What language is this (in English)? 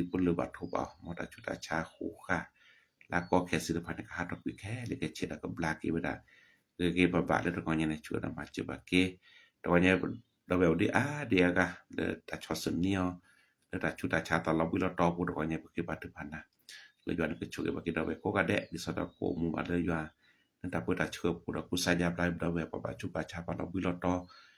S'gaw Karen